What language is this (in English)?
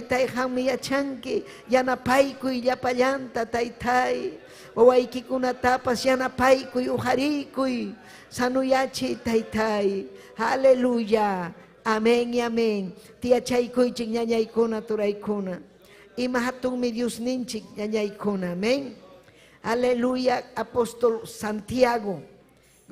Ayacucho Quechua